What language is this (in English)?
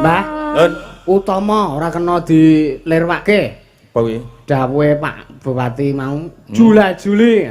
Javanese